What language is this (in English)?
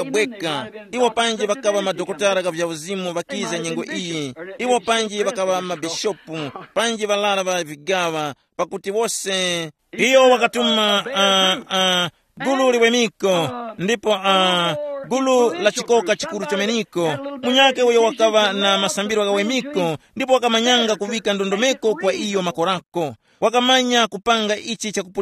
Tumbuka